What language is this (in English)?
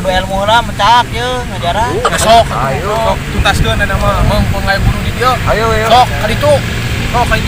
Sundanese